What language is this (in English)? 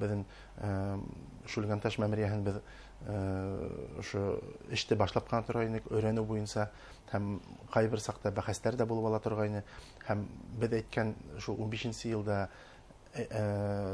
Bashkir